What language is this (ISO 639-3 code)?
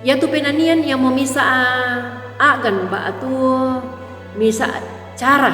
sda